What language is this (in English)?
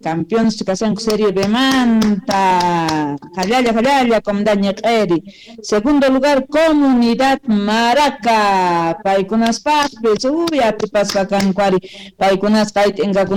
Quechua